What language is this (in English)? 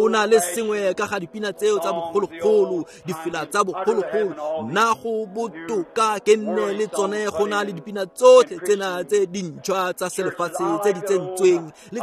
Tswana